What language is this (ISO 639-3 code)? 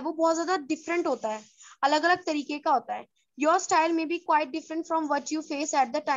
hin